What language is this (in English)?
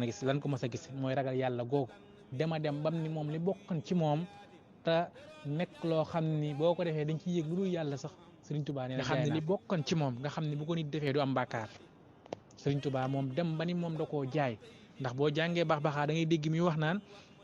Wolof